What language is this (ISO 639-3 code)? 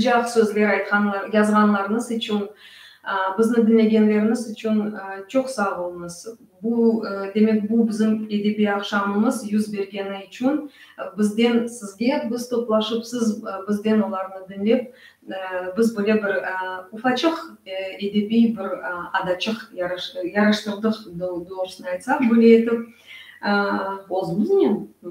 crh